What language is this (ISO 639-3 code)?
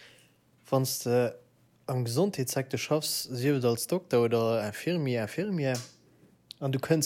ltz